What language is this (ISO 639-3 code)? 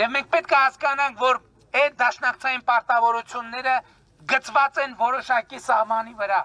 hye